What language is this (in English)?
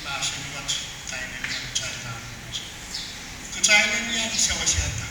Pohnpeian